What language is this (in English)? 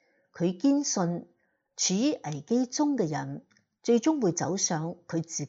Cantonese